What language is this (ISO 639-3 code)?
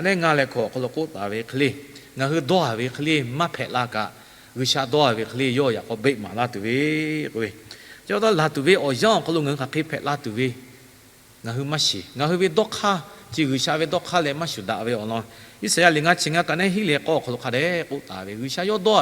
lhu